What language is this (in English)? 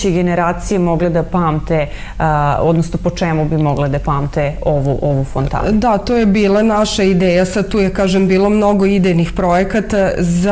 Serbian